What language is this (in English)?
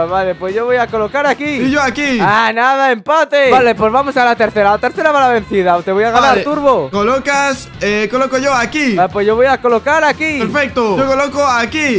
Spanish